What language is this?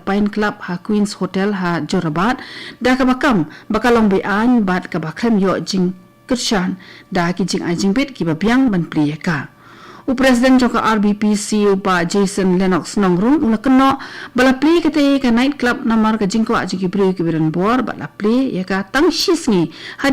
Khasi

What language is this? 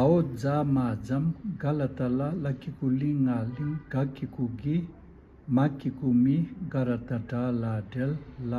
Tibetan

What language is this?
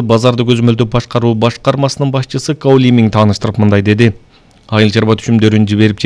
Kyrgyz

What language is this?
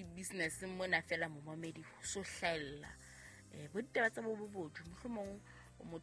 Southern Sotho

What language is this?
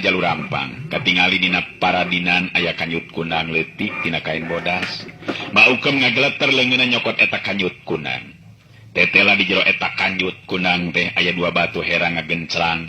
Sundanese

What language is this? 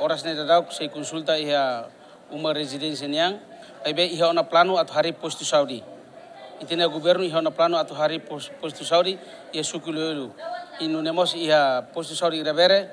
Tetum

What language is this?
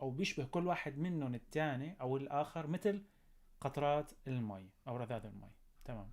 North Levantine Arabic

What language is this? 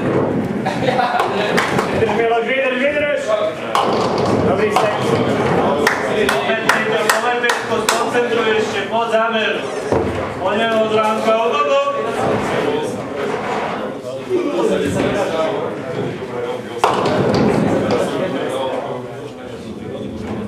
Slovak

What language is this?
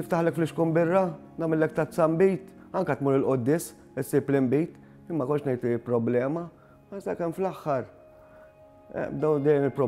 Maltese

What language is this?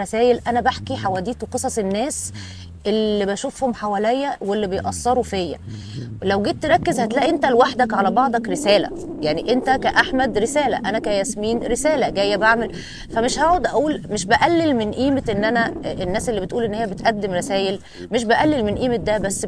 Egyptian Arabic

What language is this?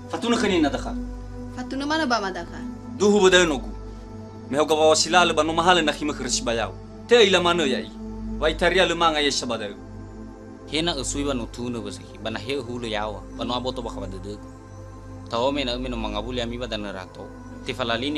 Nias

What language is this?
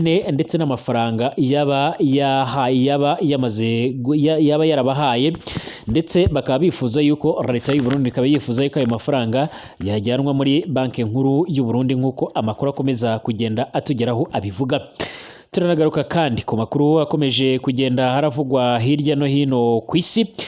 Rundi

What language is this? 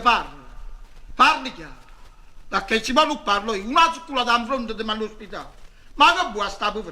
Neapolitan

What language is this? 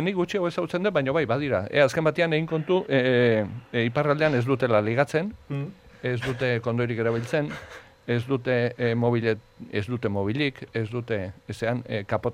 Basque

